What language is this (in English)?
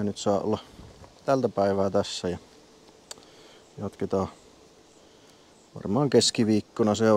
Finnish